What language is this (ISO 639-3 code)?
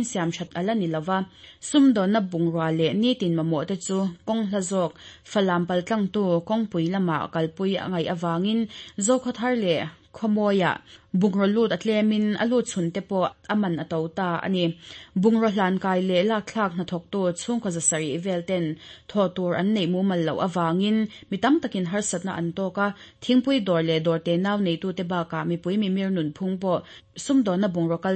lus